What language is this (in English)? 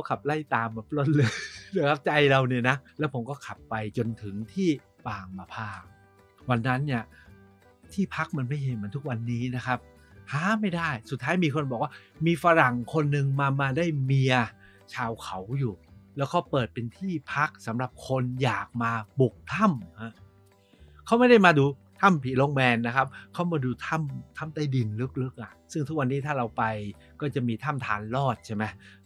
Thai